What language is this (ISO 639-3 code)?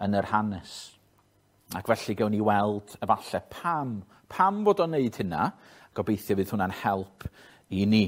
cym